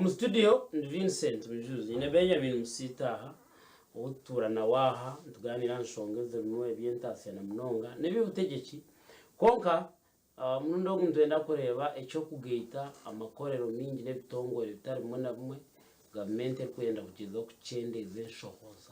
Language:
Nyankole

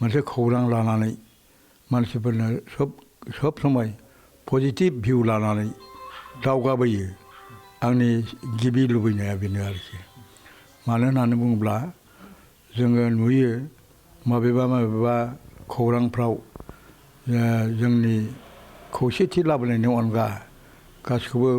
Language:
Bodo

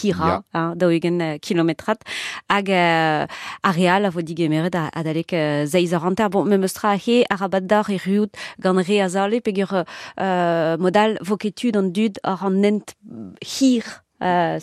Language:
Breton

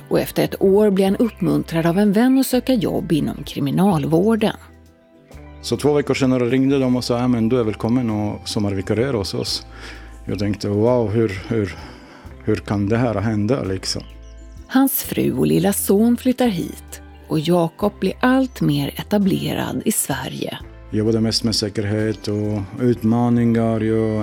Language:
Swedish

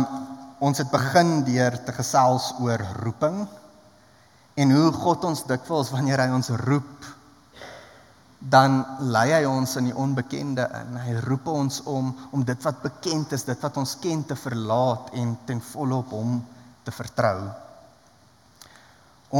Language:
Afrikaans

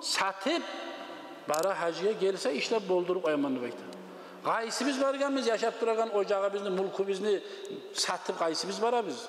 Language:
Kumyk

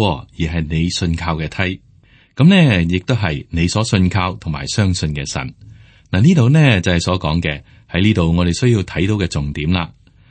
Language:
Cantonese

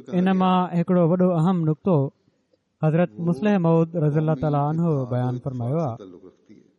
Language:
Sindhi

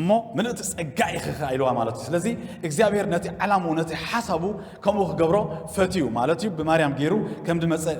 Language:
Tigrinya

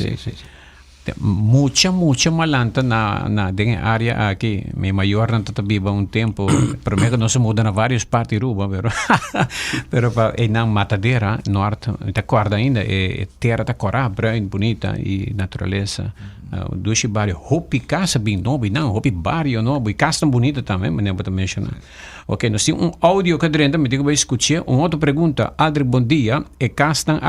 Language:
Papiamento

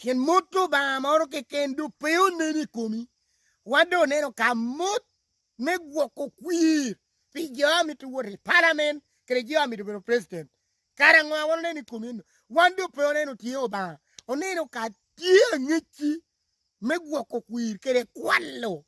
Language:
Lango (Uganda)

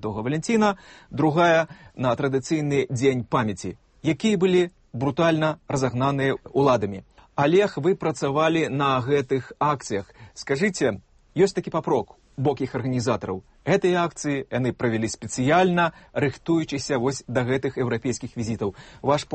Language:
Belarusian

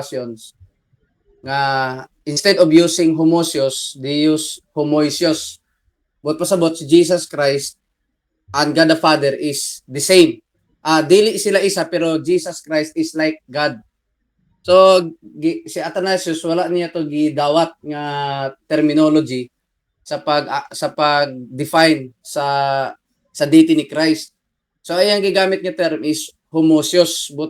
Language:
Cebuano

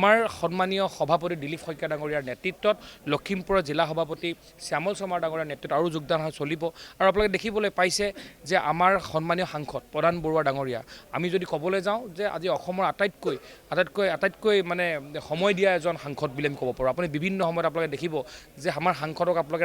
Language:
Assamese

